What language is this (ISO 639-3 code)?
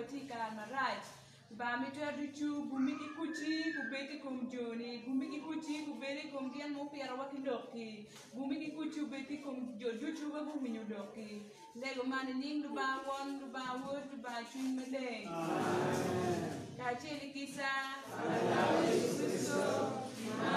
ach